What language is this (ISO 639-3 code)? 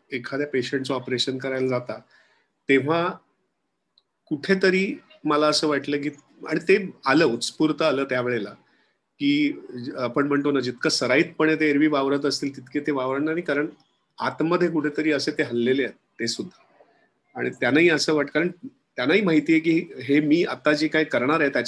mar